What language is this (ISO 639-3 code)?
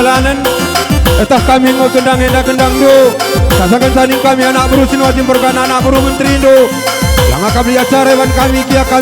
btx